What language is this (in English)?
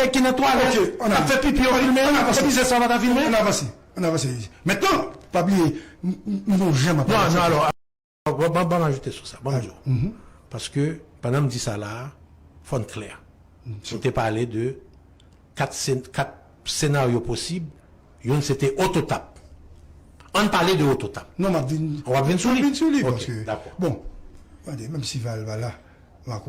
Haitian Creole